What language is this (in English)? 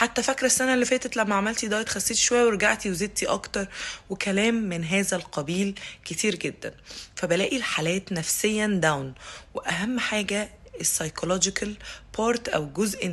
Egyptian Arabic